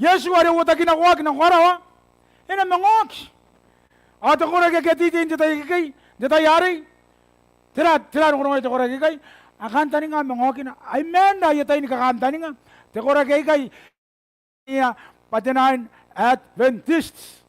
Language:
Gilbertese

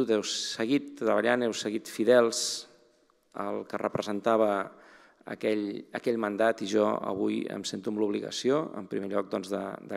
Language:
Catalan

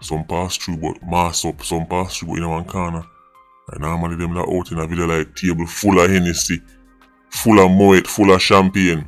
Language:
Jamaican Creole English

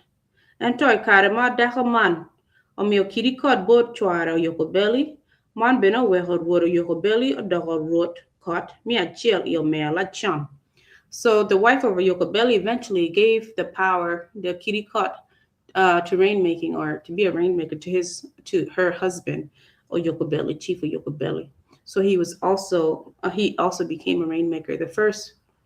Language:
Acoli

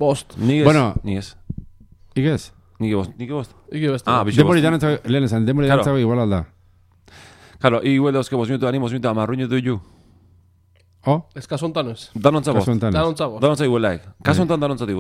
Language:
Basque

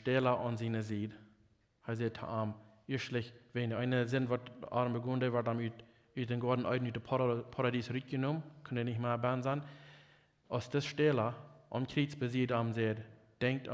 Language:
Plautdietsch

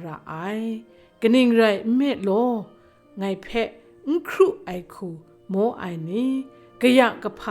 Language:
Kachin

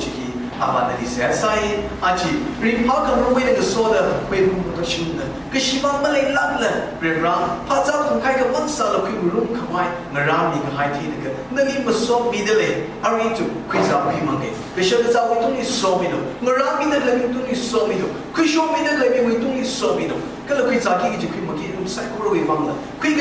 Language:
Tangkhul Naga (India)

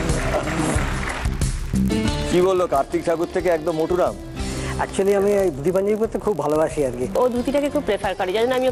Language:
Bangla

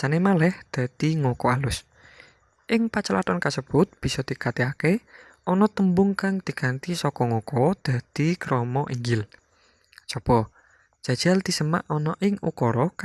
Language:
Javanese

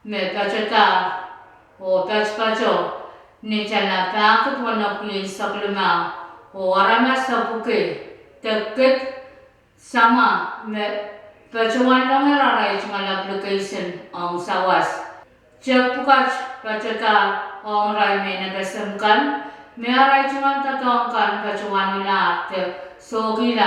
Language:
Pohnpeian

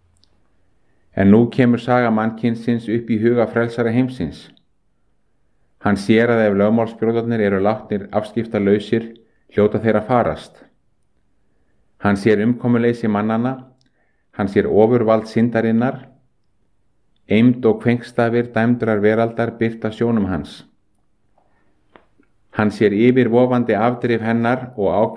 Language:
Icelandic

